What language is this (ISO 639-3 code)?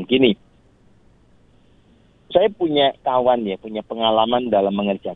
ind